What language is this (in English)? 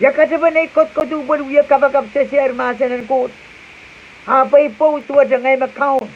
Pohnpeian